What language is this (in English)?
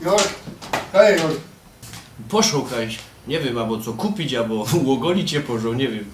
Silesian